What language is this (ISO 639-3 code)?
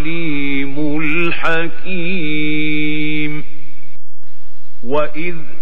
ara